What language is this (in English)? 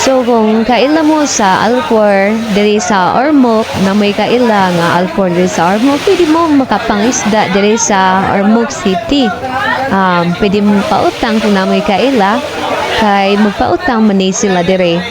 Cebuano